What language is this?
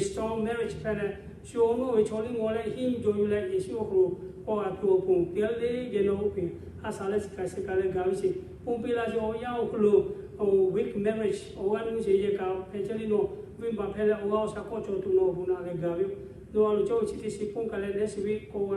Lahu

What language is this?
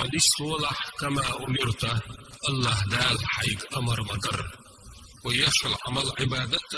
Chechen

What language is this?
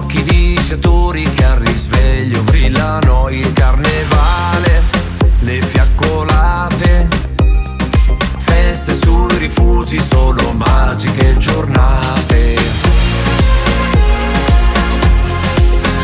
Italian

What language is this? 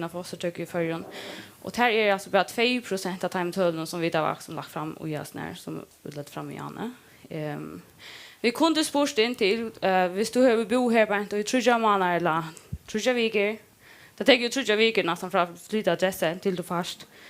Faroese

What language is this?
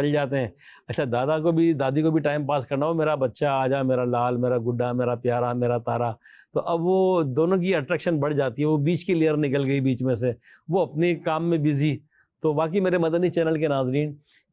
Urdu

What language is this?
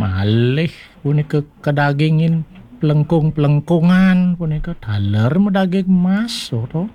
Balinese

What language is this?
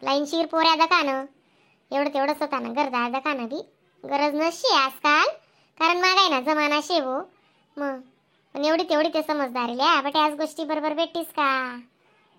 Khandesi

